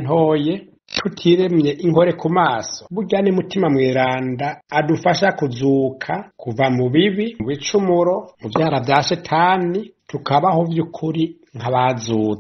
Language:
Rundi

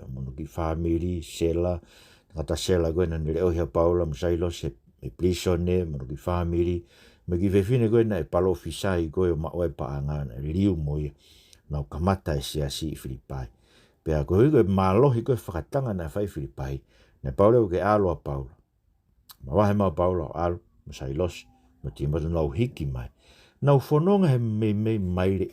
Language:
Tongan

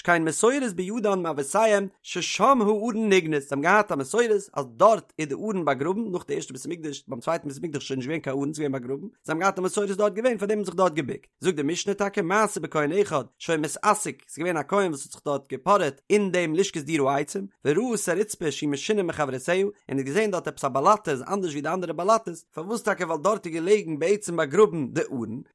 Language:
Yiddish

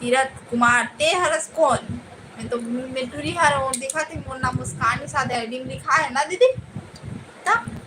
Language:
Chhattisgarhi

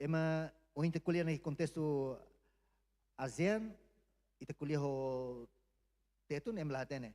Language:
Tetum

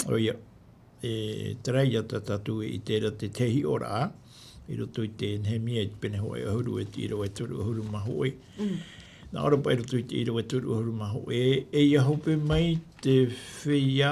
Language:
Tahitian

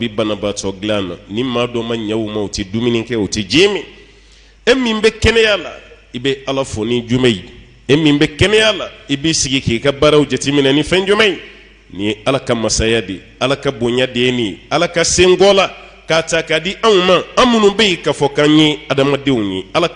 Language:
Bambara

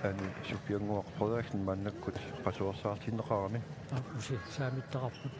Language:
Kalaallisut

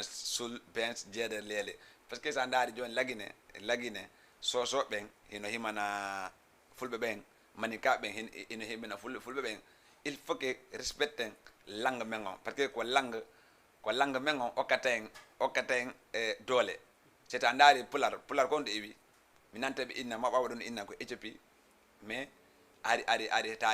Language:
Fula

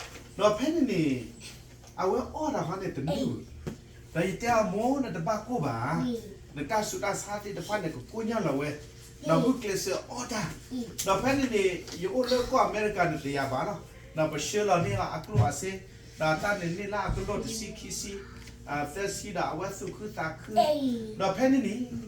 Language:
S'gaw Karen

